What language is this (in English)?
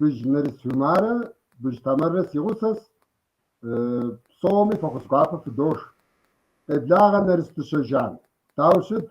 Kabardian